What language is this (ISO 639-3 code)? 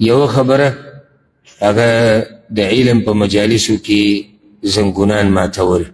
pus